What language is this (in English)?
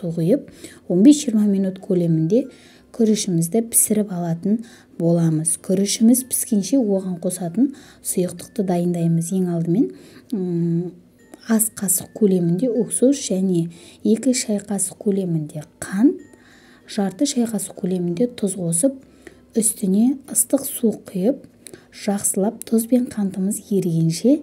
Kazakh